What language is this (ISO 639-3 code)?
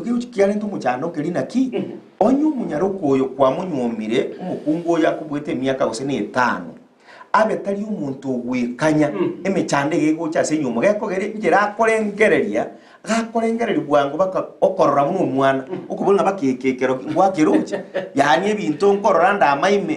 guz